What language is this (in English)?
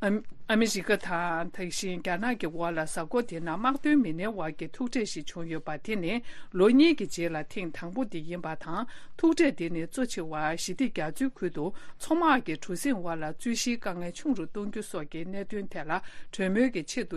Tibetan